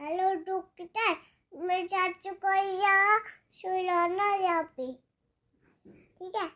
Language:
Dogri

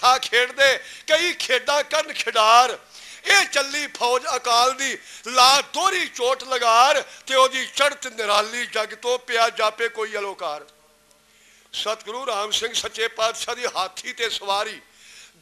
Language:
Punjabi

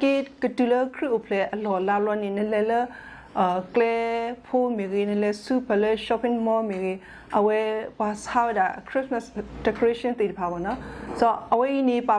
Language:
S'gaw Karen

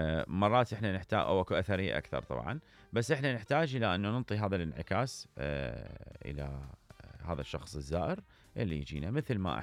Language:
Mesopotamian Arabic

